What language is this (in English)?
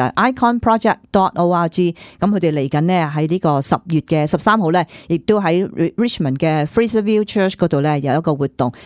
Cantonese